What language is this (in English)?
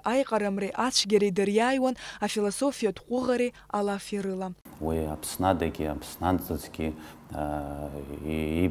Abkhazian